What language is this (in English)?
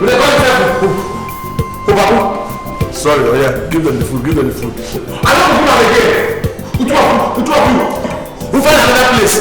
Nigerian Pidgin